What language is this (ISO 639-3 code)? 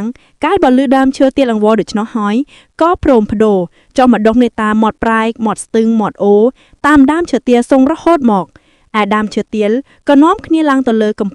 khm